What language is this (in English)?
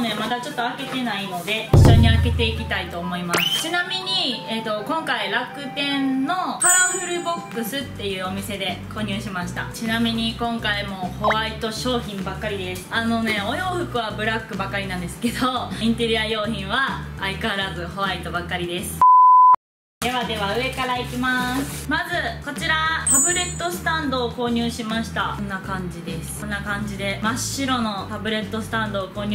Japanese